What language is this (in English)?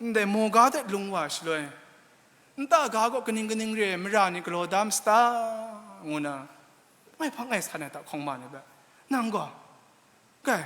Kachin